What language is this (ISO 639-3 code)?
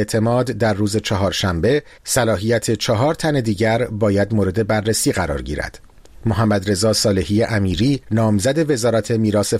fas